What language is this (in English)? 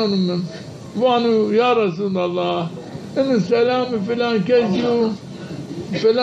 Zaza